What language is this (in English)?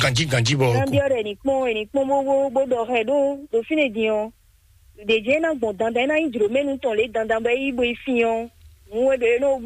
Fon